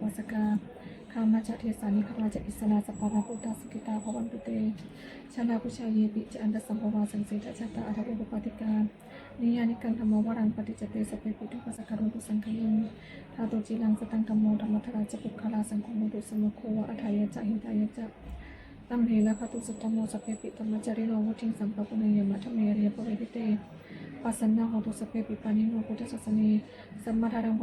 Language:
Pali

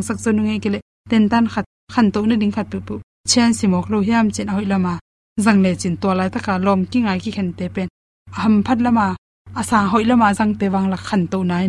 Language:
Tedim Chin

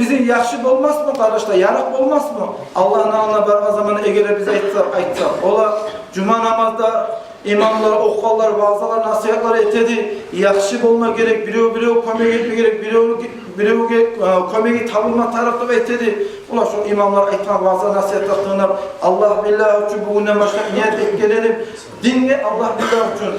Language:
Kumyk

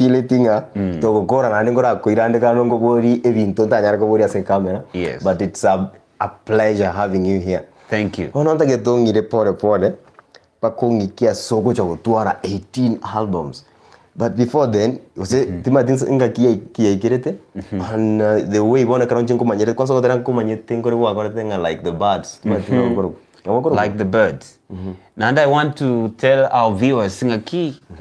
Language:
Gusii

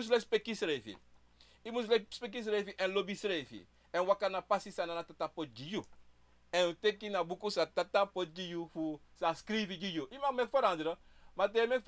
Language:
Sranan Tongo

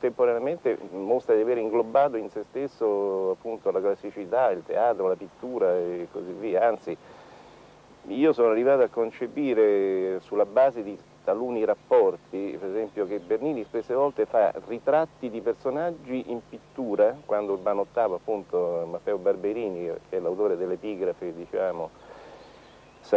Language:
Italian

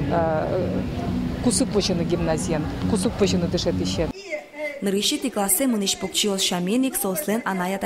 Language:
Udmurt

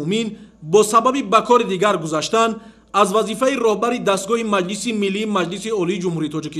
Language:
Tajik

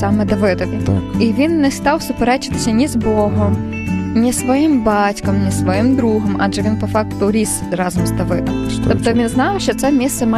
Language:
Ukrainian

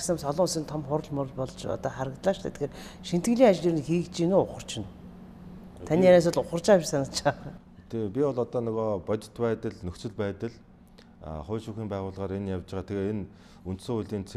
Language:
Mongolian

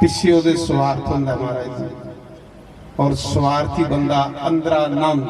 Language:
Dogri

